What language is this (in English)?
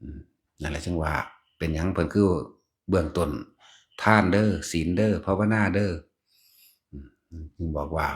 Northeastern Thai